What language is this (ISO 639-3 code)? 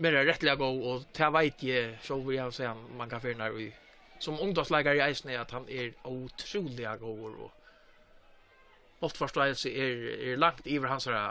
fao